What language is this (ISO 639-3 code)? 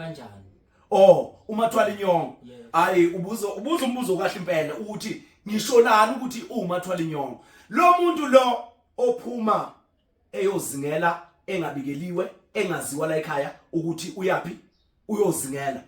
zul